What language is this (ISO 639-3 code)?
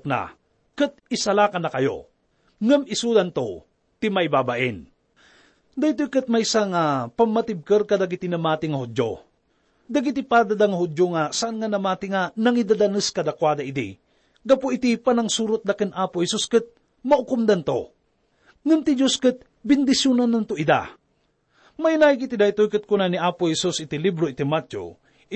ilo